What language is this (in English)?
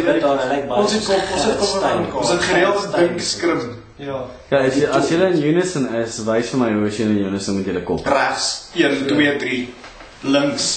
Afrikaans